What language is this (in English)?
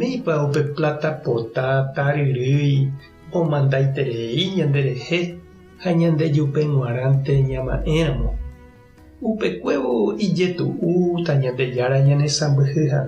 Guarani